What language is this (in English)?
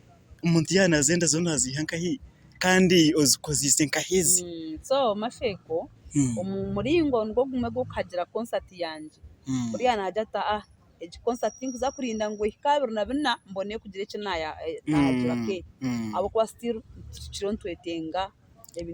Nyankole